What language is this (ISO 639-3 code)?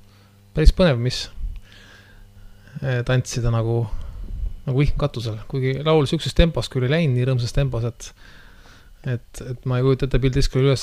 est